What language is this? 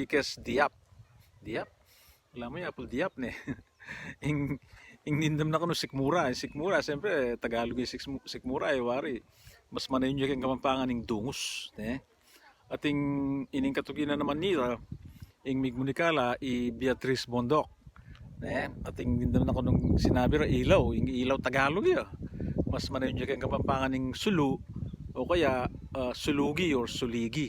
Pampanga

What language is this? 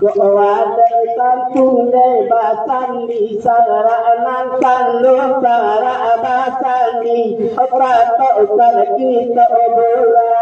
Minangkabau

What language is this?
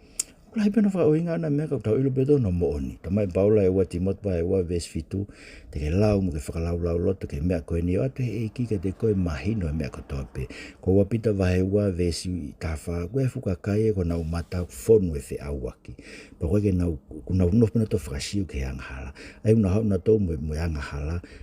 Tongan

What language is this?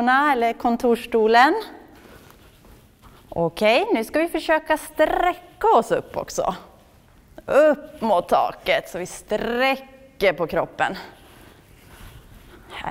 Swedish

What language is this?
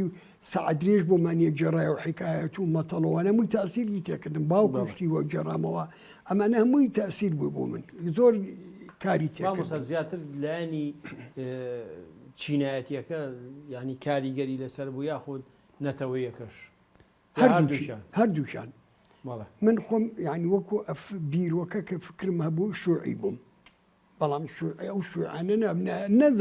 Central Kurdish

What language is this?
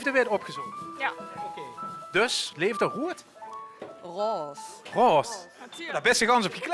Limburgish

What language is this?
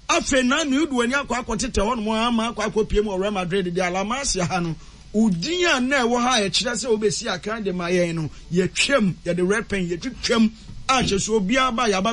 Akan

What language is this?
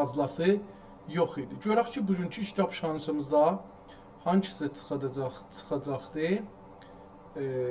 South Azerbaijani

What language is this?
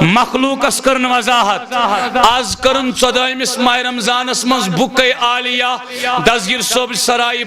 Kashmiri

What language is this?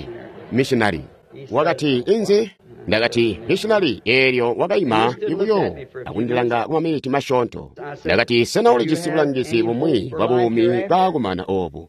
Tonga (Zambia)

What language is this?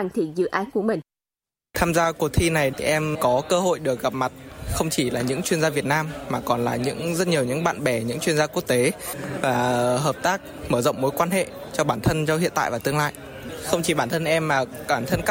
Vietnamese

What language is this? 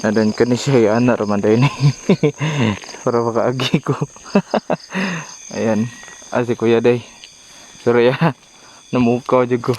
Cebuano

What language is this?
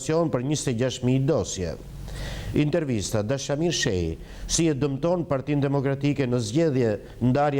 Albanian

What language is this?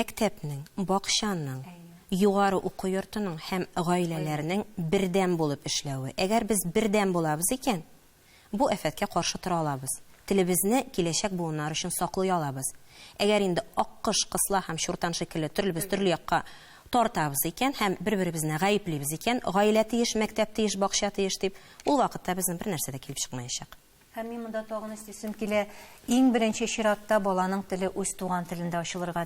Tatar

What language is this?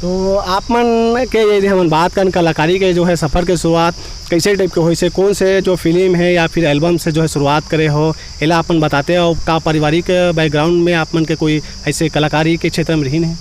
Chhattisgarhi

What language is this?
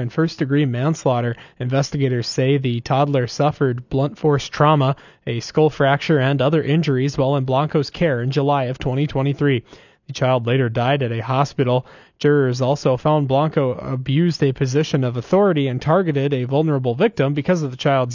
English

